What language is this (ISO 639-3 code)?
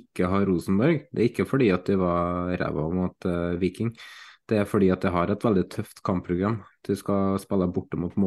nor